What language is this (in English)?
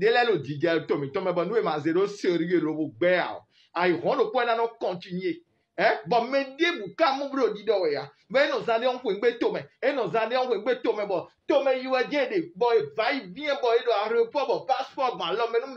Fon